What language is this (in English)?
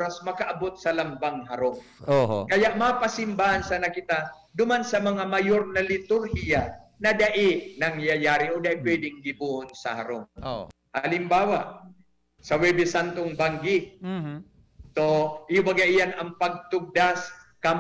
Bikol